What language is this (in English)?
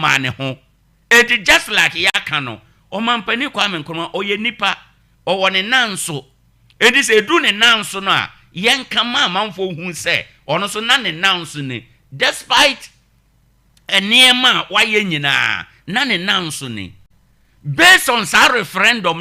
Akan